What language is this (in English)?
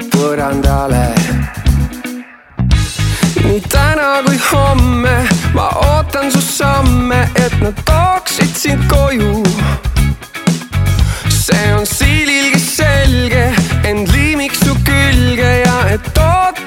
Estonian